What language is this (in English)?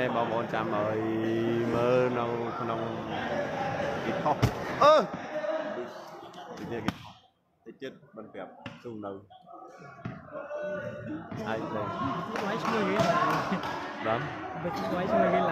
Vietnamese